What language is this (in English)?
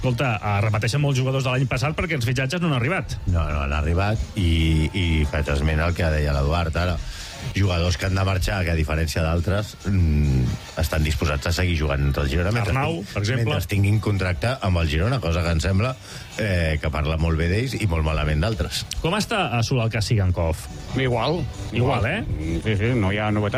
Catalan